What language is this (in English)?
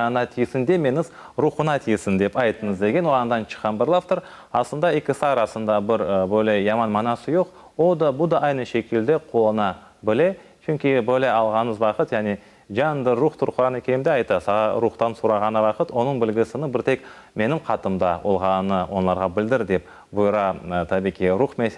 Crimean Tatar